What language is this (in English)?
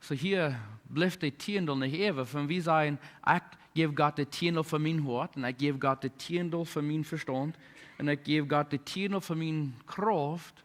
Plautdietsch